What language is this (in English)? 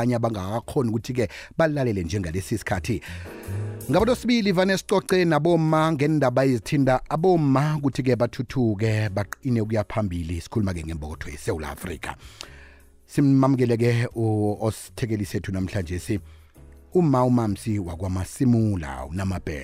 South Ndebele